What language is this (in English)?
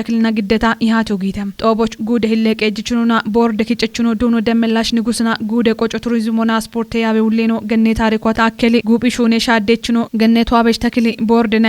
Kafa